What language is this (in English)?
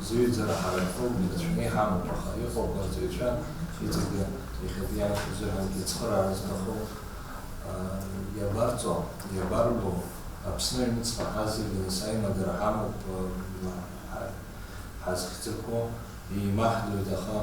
Abkhazian